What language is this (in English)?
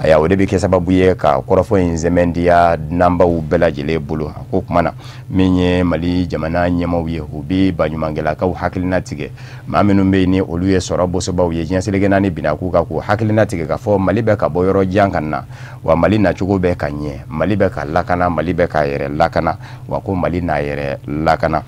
Bambara